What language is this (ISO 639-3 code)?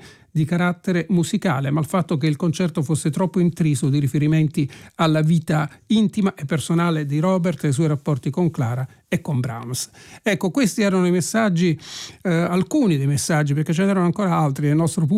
ita